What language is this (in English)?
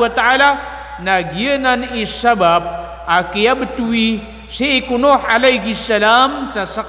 Maranao